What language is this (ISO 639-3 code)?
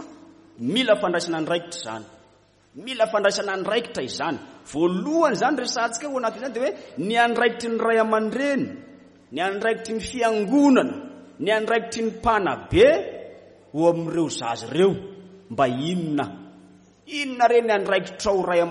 mlg